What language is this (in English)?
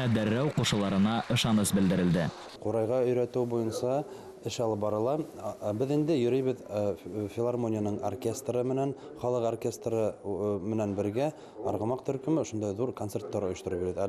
Bashkir